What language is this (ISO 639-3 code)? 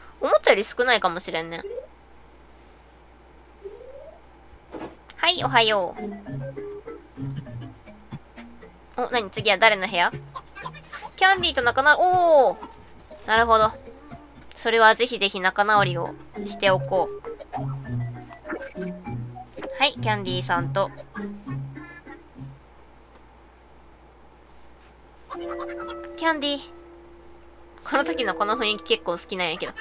jpn